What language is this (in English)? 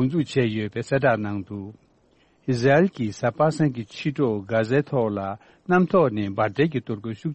Tibetan